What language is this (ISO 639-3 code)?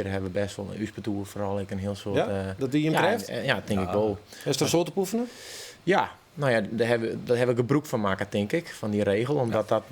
fry